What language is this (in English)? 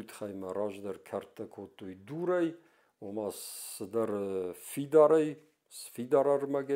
Ossetic